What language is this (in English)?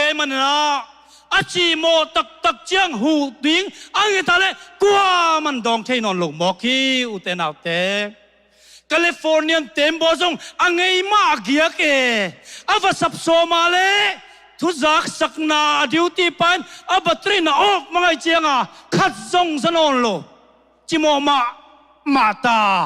Tedim Chin